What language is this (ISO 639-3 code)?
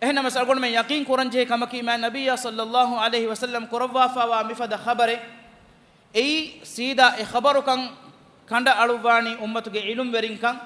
div